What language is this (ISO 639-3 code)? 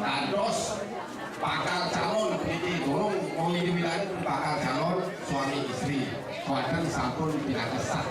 ban